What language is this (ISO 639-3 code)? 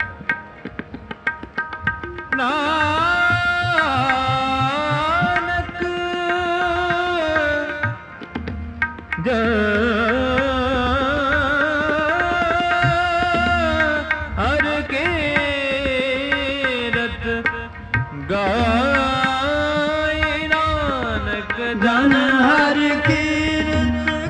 pan